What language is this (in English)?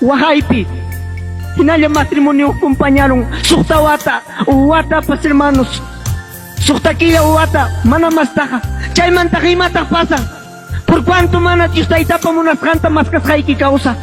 Ayacucho Quechua